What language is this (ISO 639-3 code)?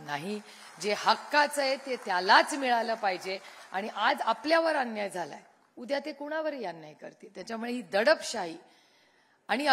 mar